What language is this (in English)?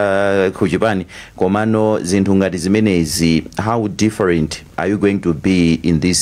Nyanja